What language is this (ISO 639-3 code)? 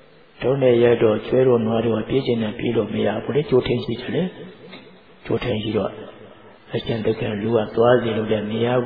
mya